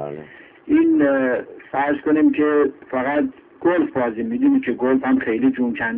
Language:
Persian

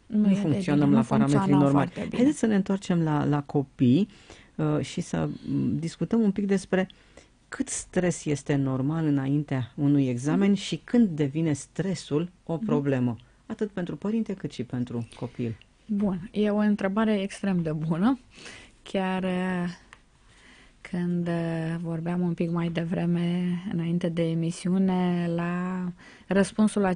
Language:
Romanian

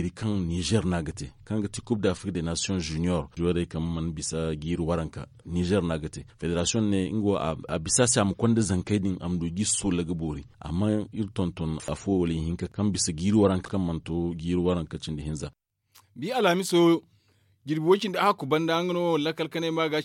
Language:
Zarma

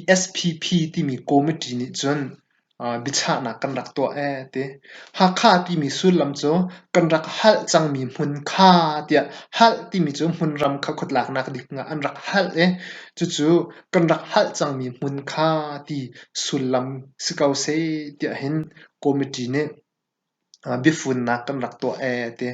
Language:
Hakha Chin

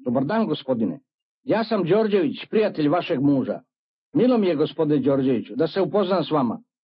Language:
Serbian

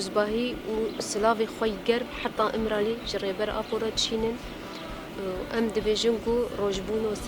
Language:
Kurdish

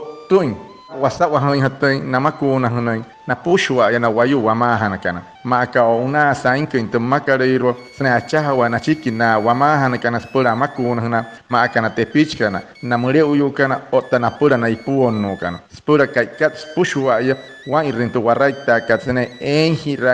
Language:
Wayuu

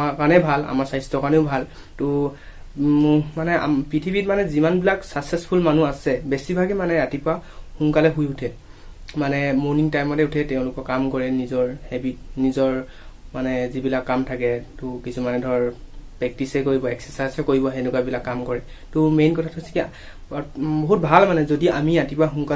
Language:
Assamese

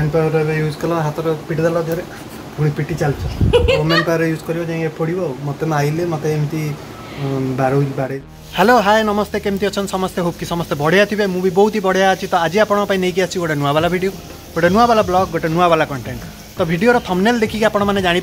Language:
Odia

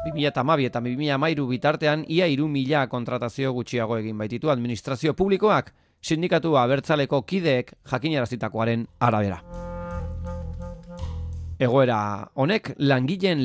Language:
Basque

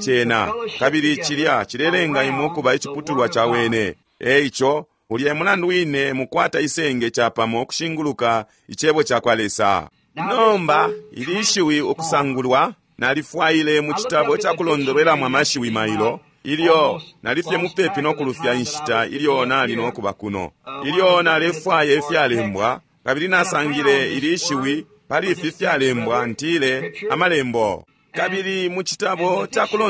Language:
Bemba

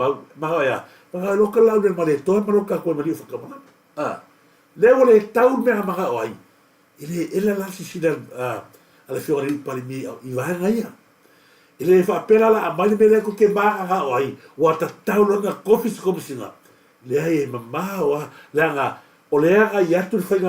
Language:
Samoan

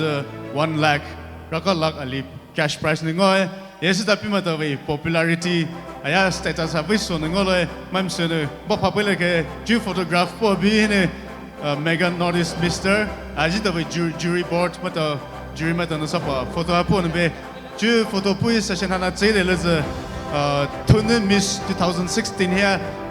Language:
Poumei Naga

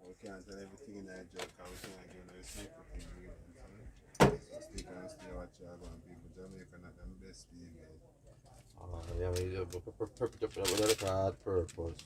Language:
Jamaican Creole English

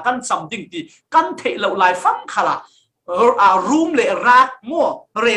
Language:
Falam Chin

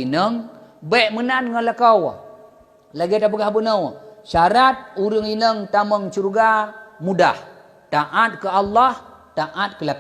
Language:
Achinese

